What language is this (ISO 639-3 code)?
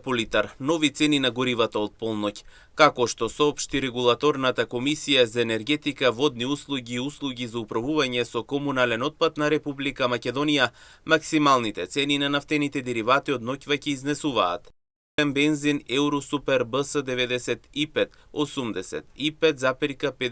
mkd